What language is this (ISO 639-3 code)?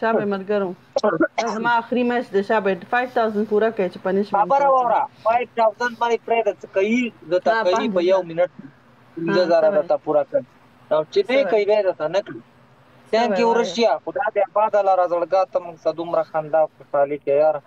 pus